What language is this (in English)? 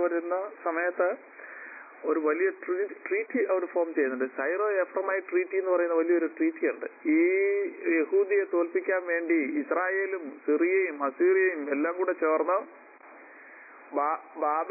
Malayalam